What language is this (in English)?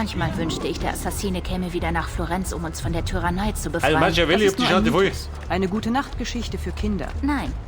Bavarian